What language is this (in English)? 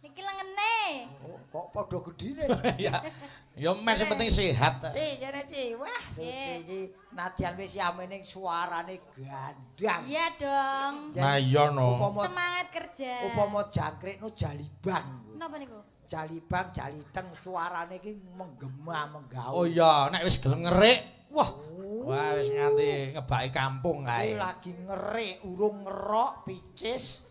Javanese